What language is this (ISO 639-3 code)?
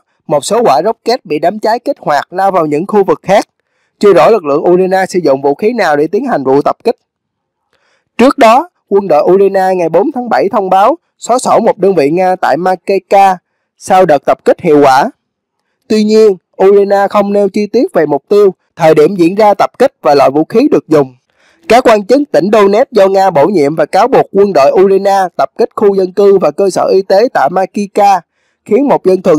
vie